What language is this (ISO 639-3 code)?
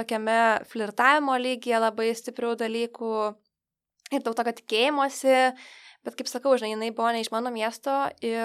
lit